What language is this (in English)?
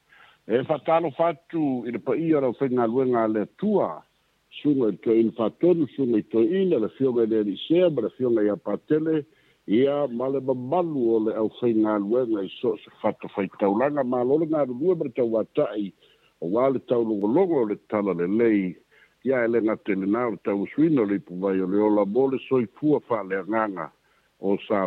Samoan